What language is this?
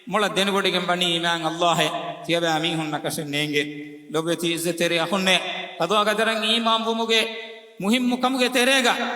Divehi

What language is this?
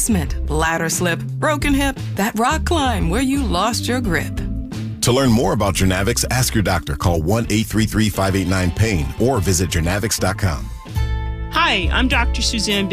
English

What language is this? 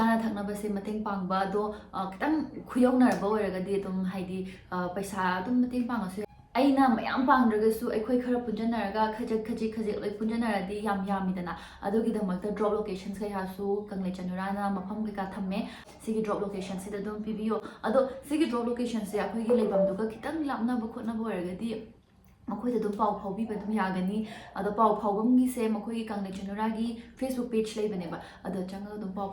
Manipuri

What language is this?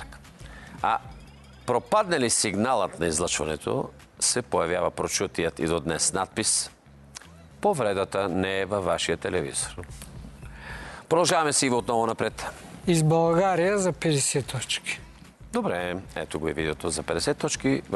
Bulgarian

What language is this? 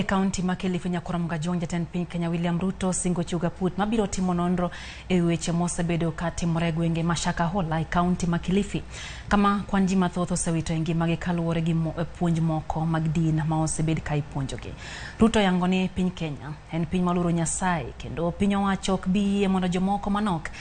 Luo (Kenya and Tanzania)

